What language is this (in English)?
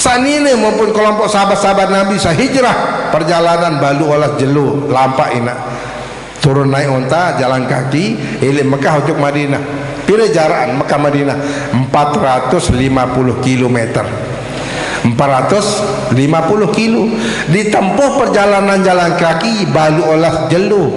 Sasak